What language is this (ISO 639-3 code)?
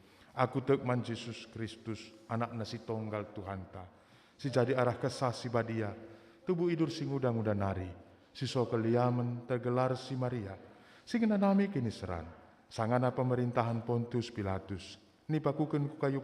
btx